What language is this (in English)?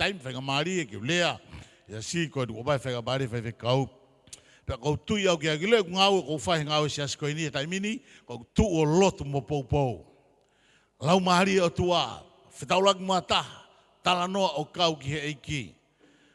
Tongan